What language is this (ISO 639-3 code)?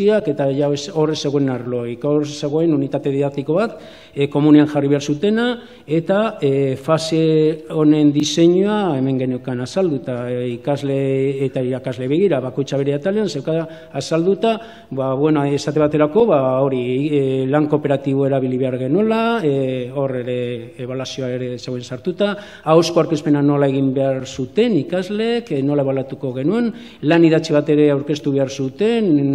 eus